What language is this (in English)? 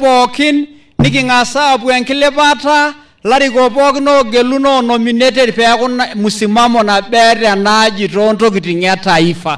Masai